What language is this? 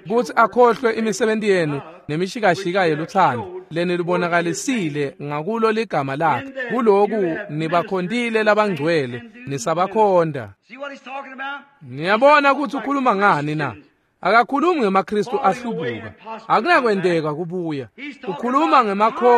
Swati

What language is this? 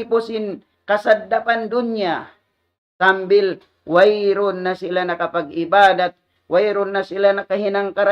Tausug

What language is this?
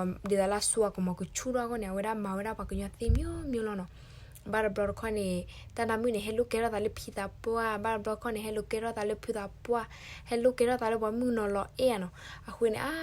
S'gaw Karen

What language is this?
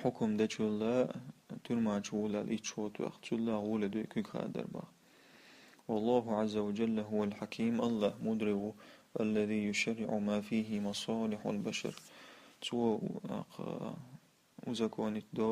Chechen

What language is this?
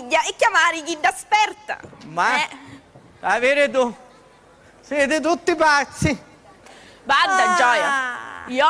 Sicilian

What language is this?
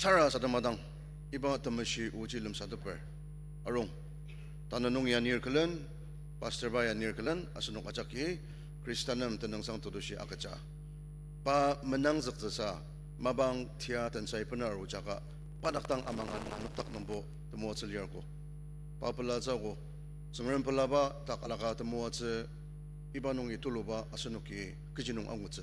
Ao Naga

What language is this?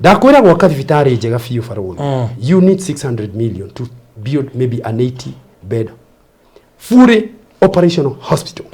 Kikuyu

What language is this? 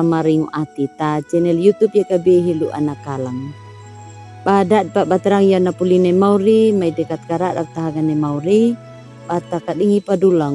Anakalangu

